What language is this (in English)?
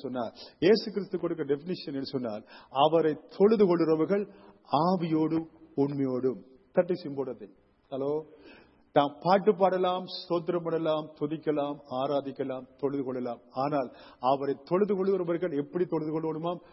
Tamil